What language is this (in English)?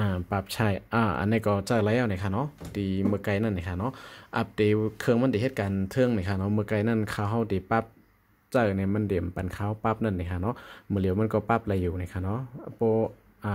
Shan